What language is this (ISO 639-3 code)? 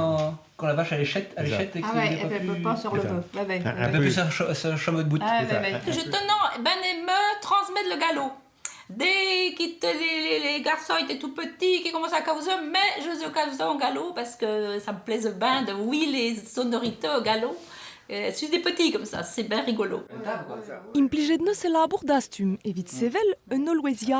bre